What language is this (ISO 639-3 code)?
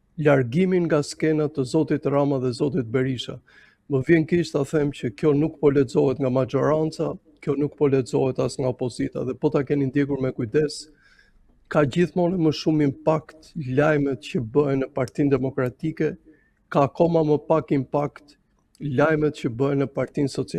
sqi